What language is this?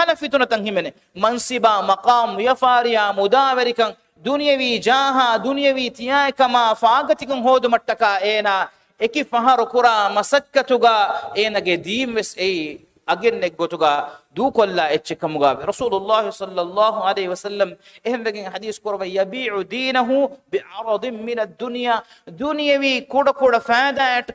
Divehi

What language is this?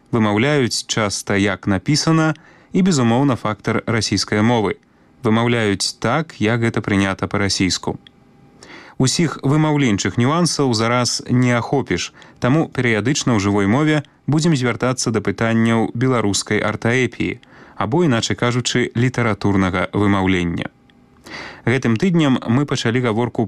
Belarusian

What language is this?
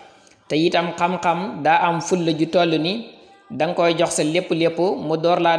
Wolof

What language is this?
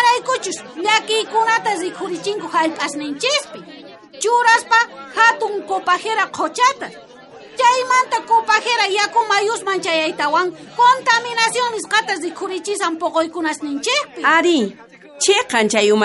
South Bolivian Quechua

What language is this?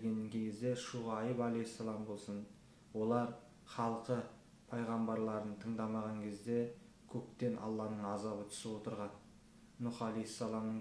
Kazakh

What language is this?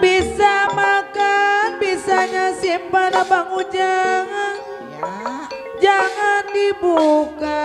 Betawi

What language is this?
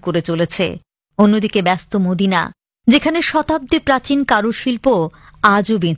Bangla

